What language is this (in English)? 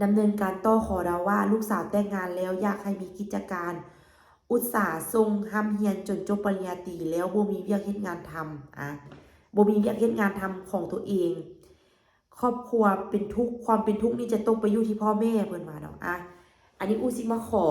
Lao